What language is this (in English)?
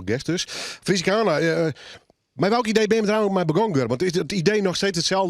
Western Frisian